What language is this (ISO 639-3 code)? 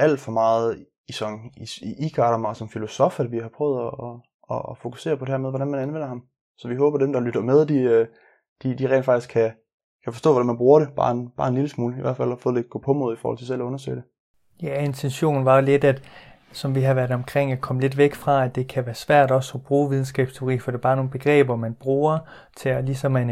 dan